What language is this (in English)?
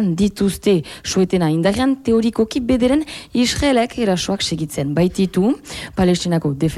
Basque